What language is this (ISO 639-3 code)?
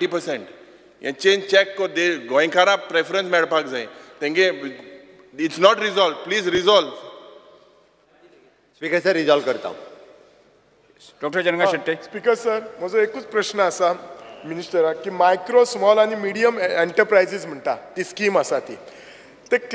kok